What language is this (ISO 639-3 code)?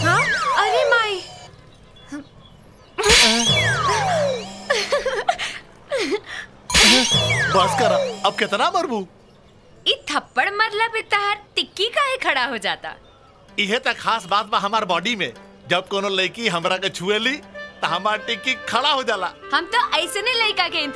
bho